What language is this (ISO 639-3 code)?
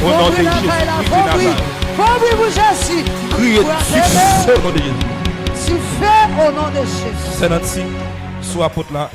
hat